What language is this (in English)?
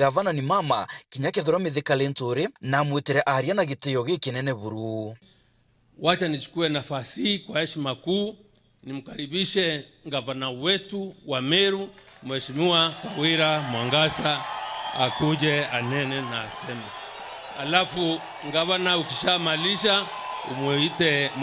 Meru